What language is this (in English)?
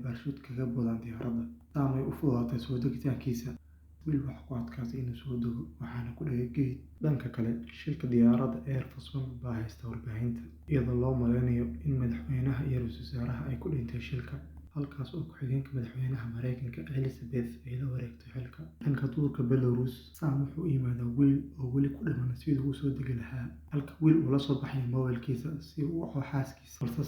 Somali